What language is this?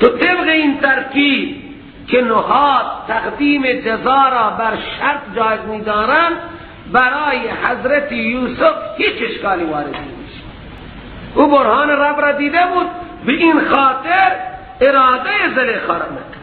Persian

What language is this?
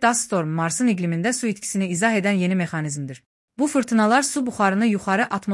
Azerbaijani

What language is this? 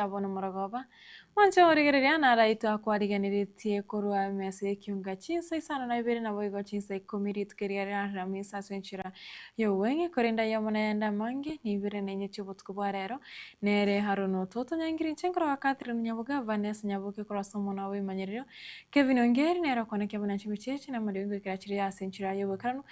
Gusii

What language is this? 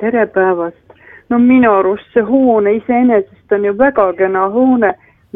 Estonian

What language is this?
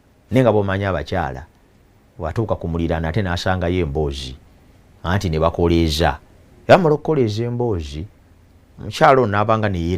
Ganda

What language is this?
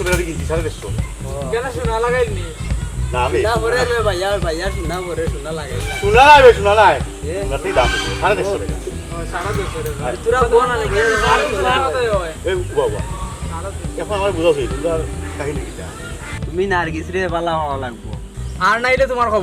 Sylheti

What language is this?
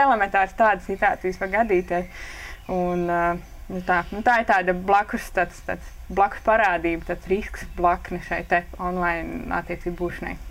Latvian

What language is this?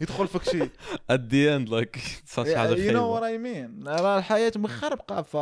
Moroccan Arabic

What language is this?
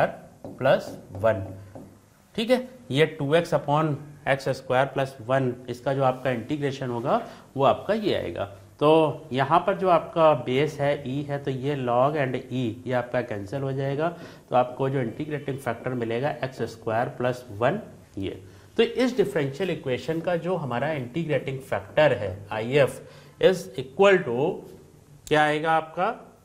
Hindi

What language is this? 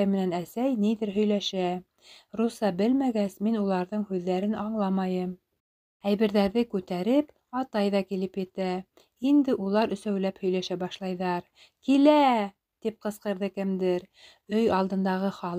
Bashkir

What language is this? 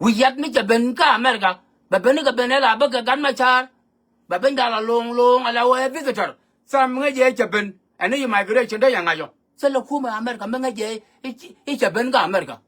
Nuer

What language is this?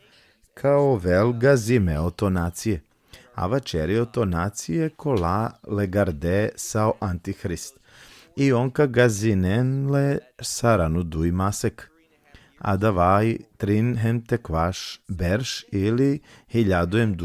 Balkan Romani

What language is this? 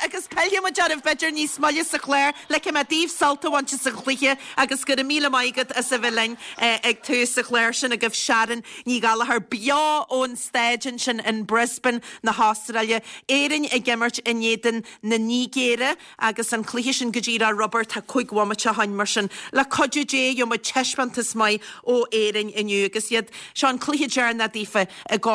Irish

